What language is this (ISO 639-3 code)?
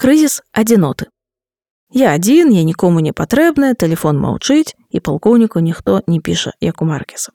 bel